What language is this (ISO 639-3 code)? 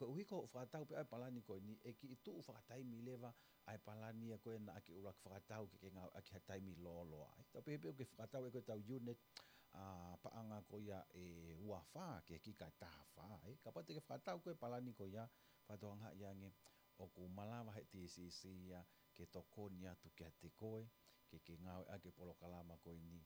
ton